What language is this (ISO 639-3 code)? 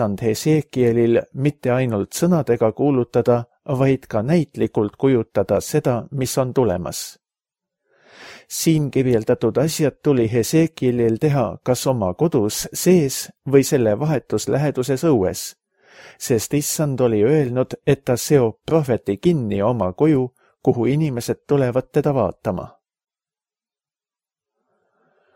est